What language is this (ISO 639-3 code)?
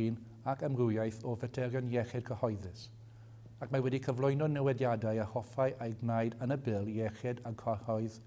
cym